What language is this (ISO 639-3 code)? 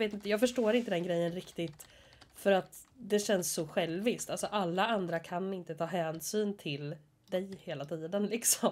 swe